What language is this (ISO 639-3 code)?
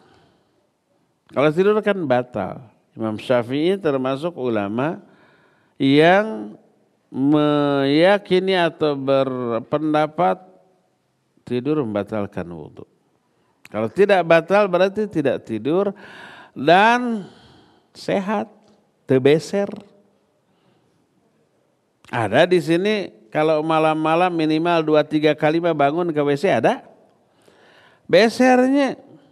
ind